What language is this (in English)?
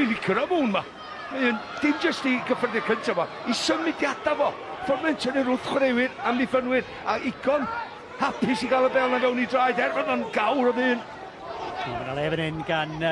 Welsh